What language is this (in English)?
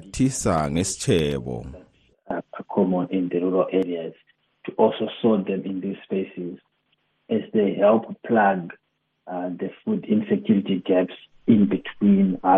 North Ndebele